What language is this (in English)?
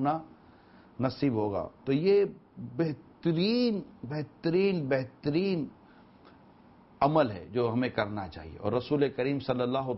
Urdu